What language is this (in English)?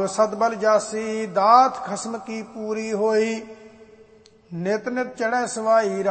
Punjabi